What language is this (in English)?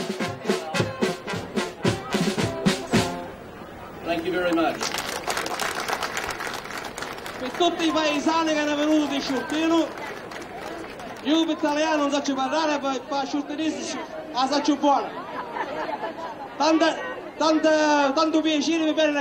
Italian